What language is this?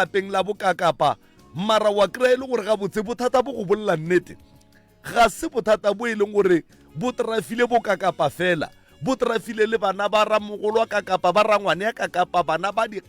Northern Sotho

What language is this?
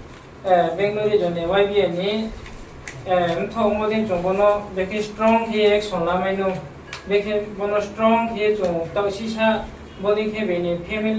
Riang (India)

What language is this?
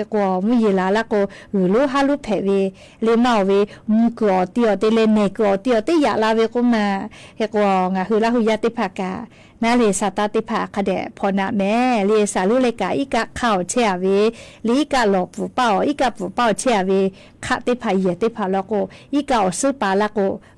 Lahu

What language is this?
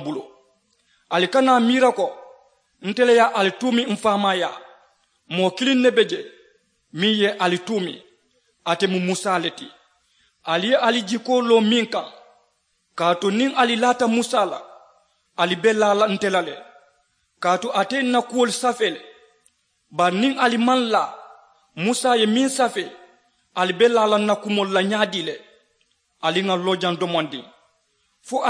Mandingo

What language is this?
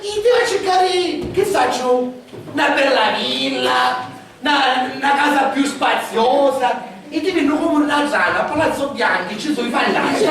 Sicilian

